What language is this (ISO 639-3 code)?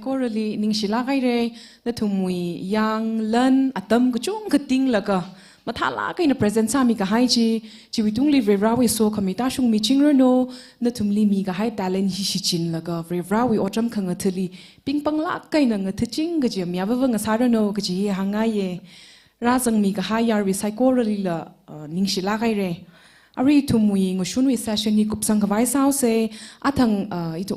nmf